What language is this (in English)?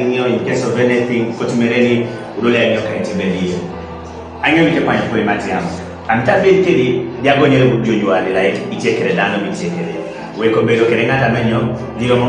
Kumam